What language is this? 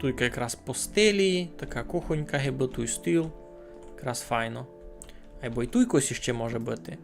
Rusyn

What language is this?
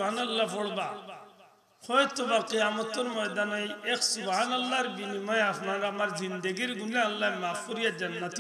Sylheti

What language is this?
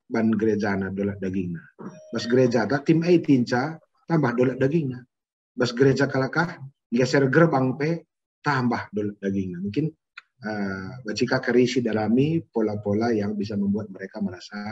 Batak Karo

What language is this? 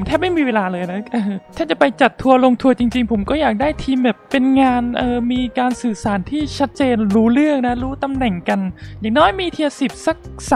Thai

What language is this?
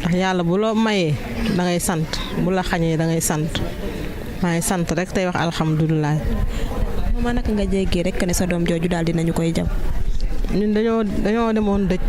Wolof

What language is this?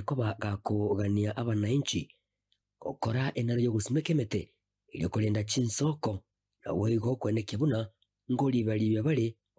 Gusii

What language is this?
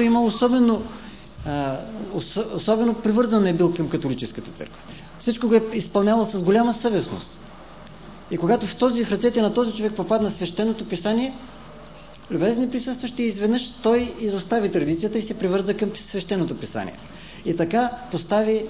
Bulgarian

